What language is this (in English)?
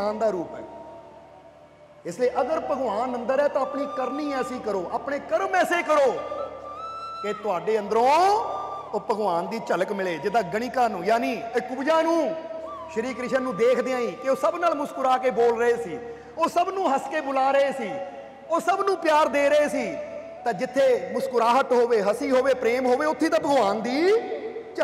Punjabi